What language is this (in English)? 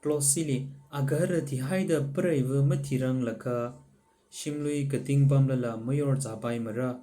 Tangkhul Naga (India)